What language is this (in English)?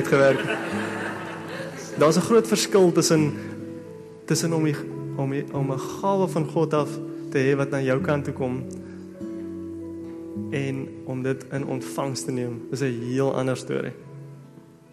Afrikaans